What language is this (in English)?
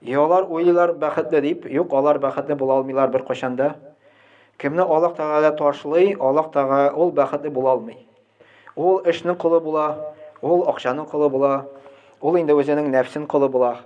Tatar